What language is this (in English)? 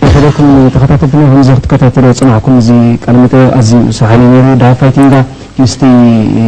Tigrinya